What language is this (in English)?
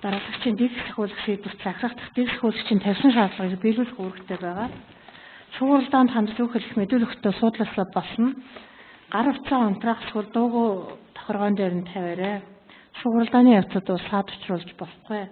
Mongolian